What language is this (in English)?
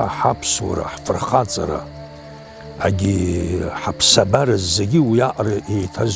Abkhazian